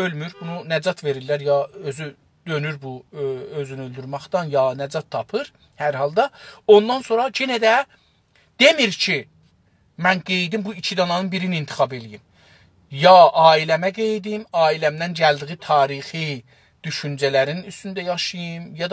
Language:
South Azerbaijani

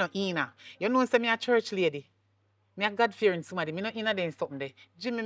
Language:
Jamaican Creole English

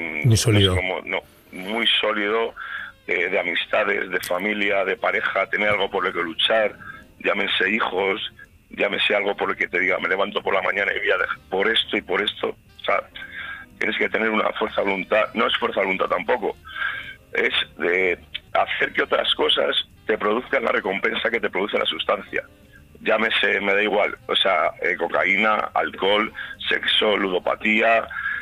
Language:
Spanish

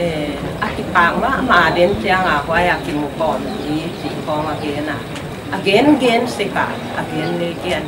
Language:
Paite Chin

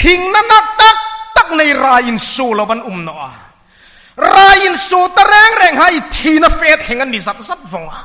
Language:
Hmar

